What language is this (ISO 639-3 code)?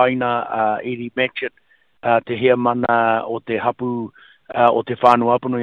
mri